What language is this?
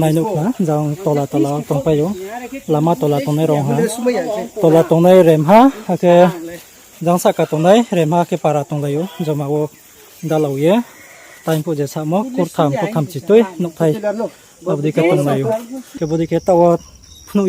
Riang (India)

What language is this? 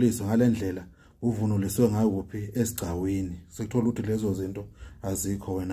Zulu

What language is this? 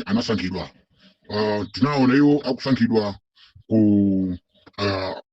Nyanja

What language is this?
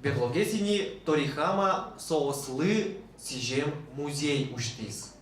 Udmurt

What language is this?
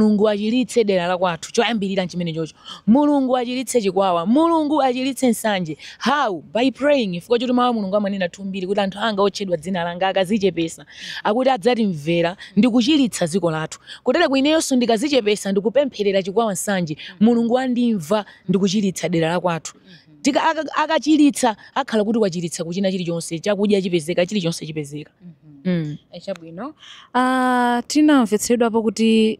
Nyanja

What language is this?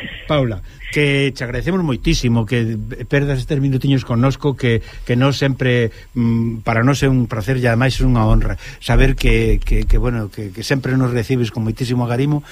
Galician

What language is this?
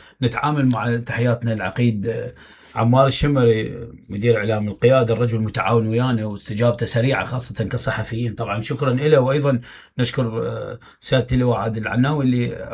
Mesopotamian Arabic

